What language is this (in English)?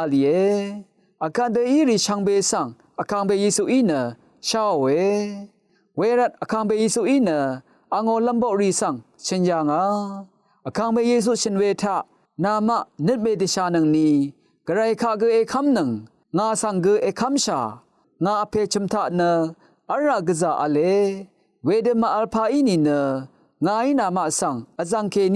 Rawang